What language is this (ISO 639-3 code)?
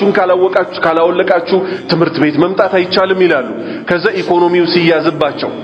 amh